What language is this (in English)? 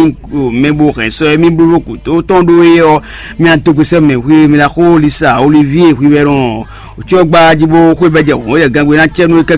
Fon